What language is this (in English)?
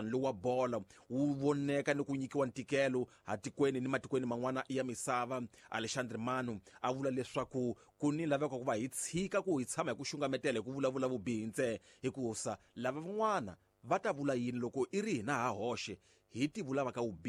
Tsonga